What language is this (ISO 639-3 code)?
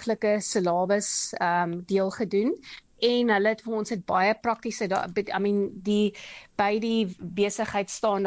afr